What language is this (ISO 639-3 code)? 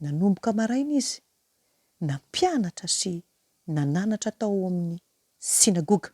mlg